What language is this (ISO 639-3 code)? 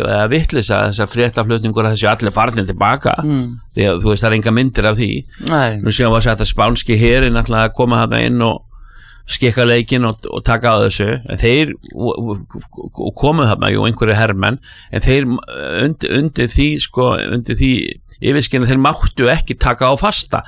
isl